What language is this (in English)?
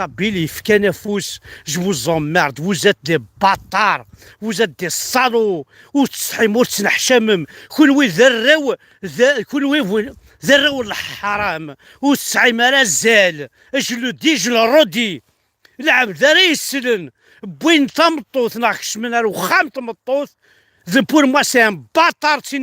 Kabyle